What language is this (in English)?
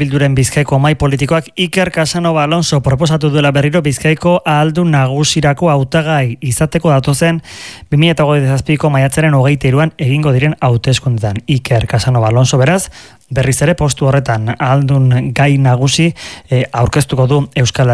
Basque